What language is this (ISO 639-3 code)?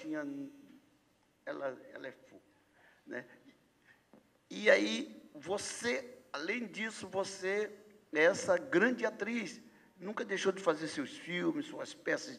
por